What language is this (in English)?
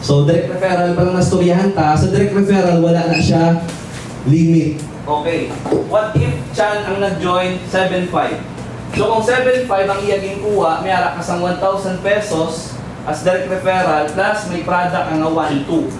Hiligaynon